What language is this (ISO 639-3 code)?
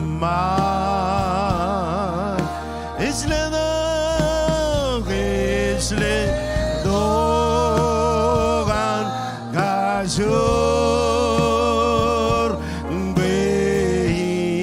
mah